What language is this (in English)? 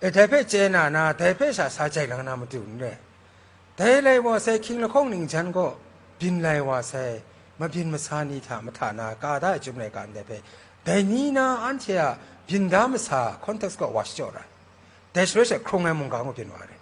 Kachin